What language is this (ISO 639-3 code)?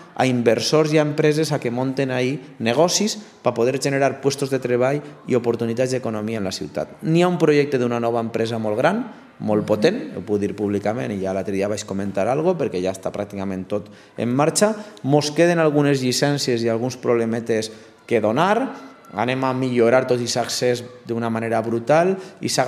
cat